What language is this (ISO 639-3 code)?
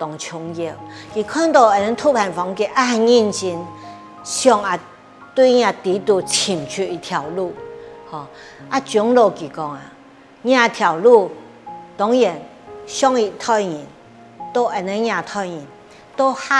hak